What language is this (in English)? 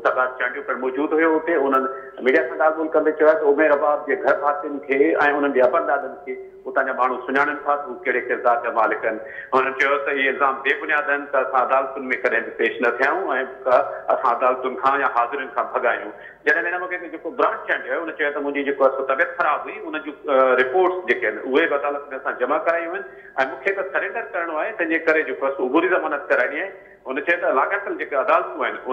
Sindhi